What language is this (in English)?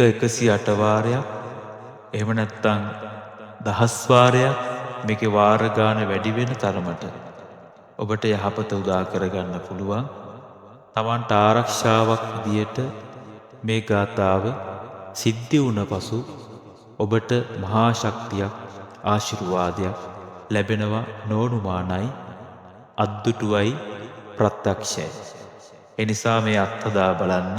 Sinhala